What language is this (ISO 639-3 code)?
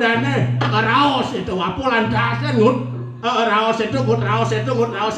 ban